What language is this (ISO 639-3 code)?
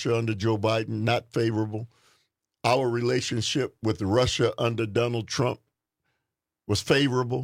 eng